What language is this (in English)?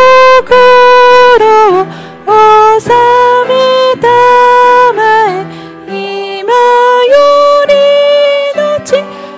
Japanese